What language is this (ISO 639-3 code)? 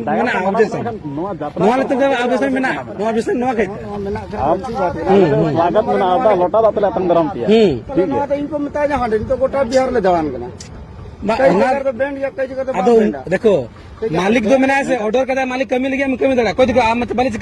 sat